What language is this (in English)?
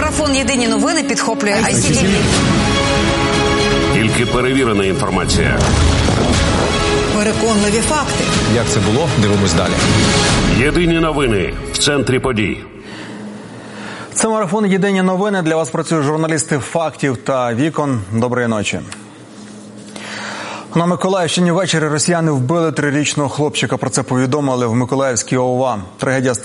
Ukrainian